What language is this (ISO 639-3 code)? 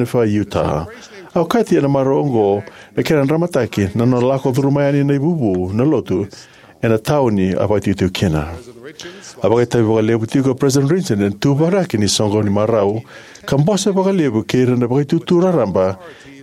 fij